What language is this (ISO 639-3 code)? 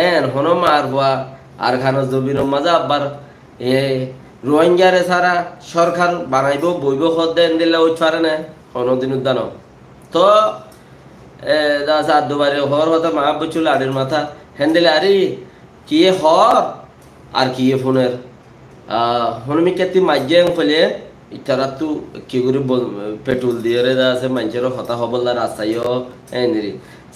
rhg